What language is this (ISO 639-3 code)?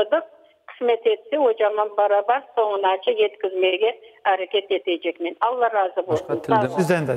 crh